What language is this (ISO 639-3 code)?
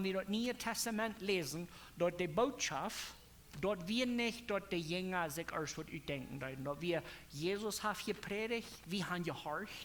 pdt